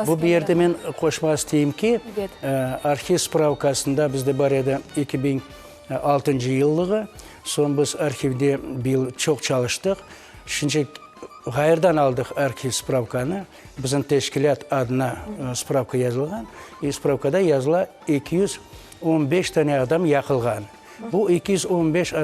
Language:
Crimean Tatar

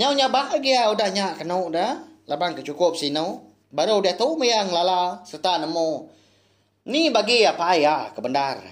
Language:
Iban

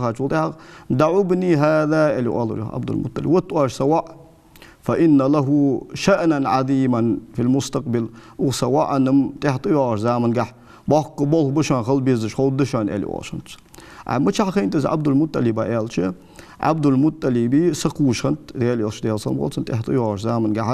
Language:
Ingush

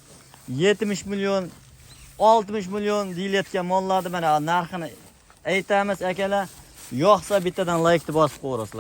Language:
Uzbek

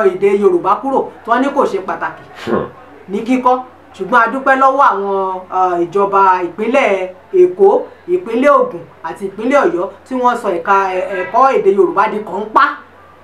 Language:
Yoruba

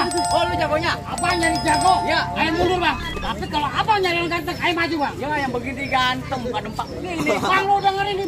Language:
Betawi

